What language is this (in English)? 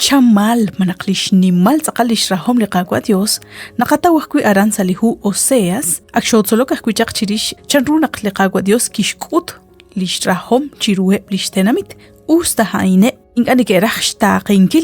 Kekchí